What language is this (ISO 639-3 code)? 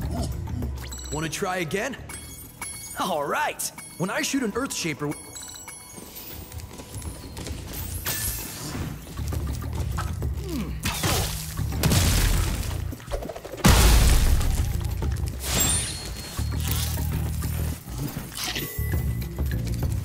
eng